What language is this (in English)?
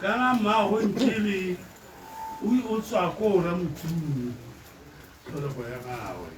Tswana